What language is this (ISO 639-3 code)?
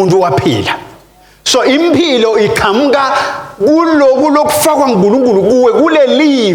ssw